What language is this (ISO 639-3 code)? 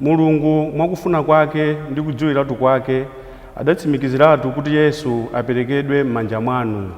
nya